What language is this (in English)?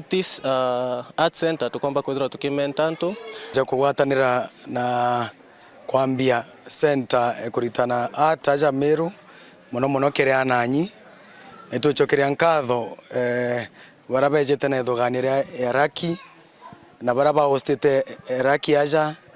Meru